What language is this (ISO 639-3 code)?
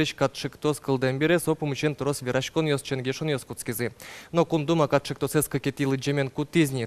udm